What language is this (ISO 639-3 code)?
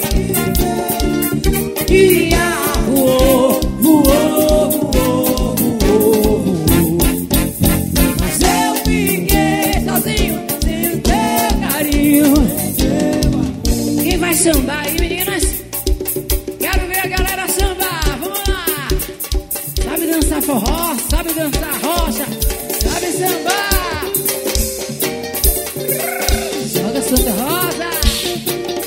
por